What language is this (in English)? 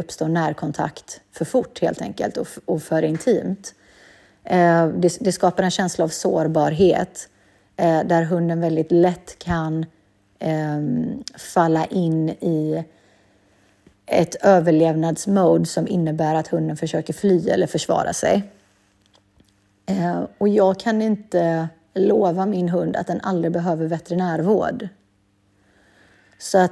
Swedish